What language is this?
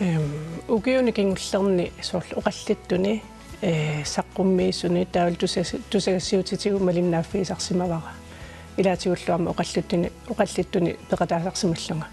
Kalaallisut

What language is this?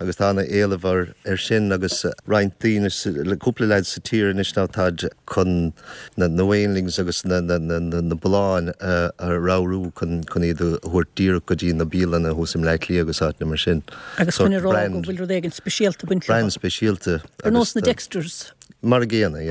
Irish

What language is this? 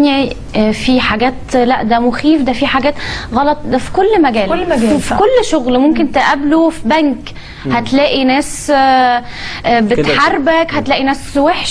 Egyptian Arabic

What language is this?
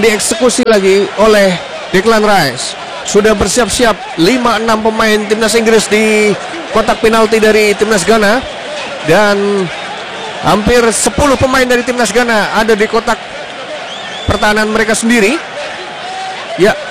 Indonesian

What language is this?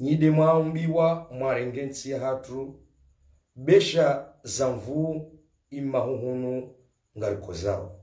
Ngazidja Comorian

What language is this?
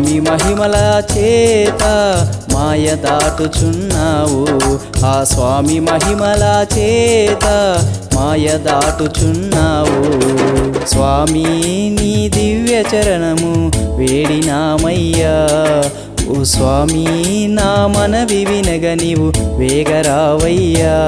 Telugu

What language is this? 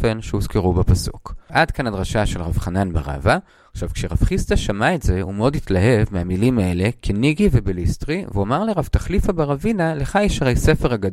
Hebrew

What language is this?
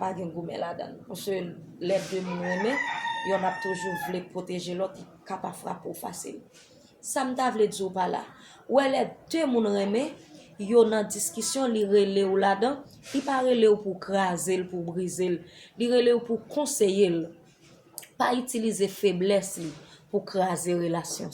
Haitian Creole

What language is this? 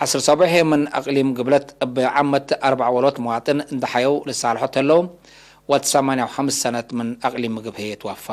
Tigre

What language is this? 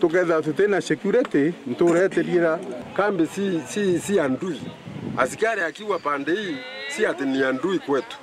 Meru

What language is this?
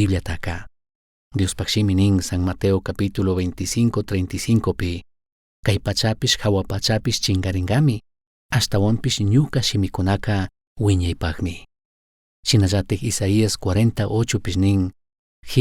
Chimborazo Highland Quichua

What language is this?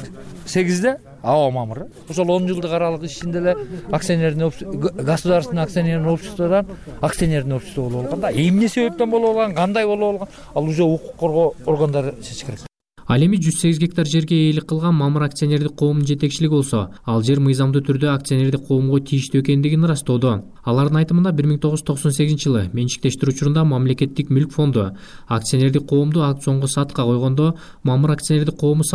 Kyrgyz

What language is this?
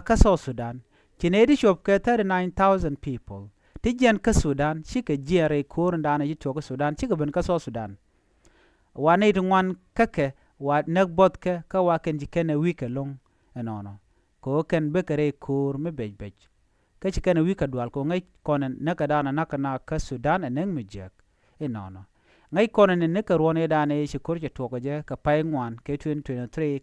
Nuer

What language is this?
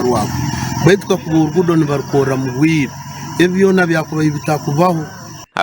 Nyankole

